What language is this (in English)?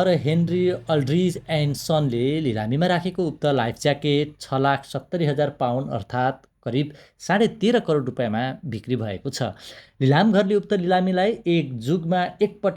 Nepali